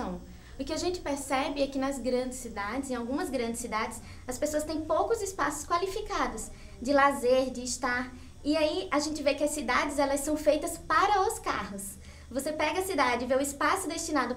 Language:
Portuguese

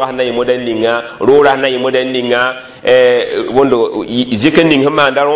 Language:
Mossi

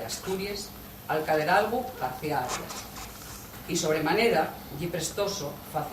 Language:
Asturian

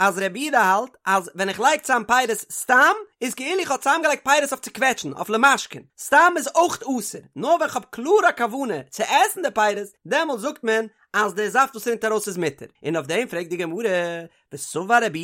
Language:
Yiddish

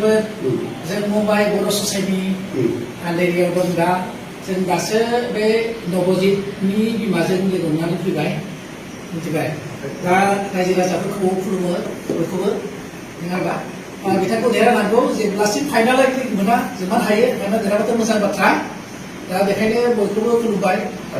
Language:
Bodo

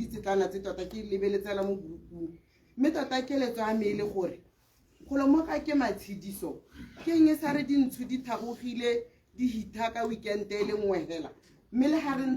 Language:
Tswana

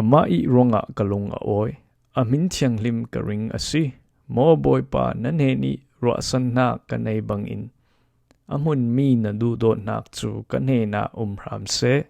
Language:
Falam Chin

